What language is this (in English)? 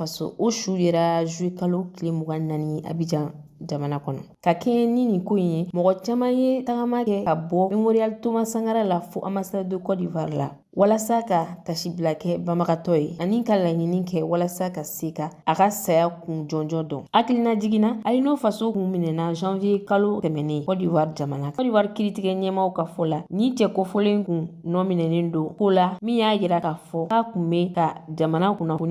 Bambara